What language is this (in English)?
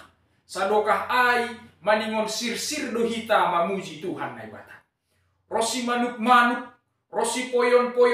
Batak Simalungun